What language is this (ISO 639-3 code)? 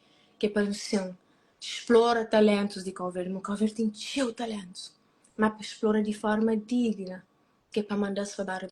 kea